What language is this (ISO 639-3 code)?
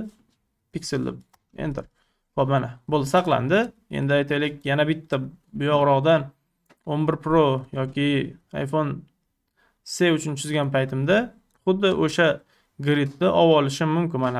uzb